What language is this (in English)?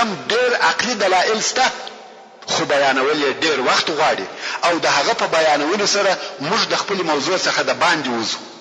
Pashto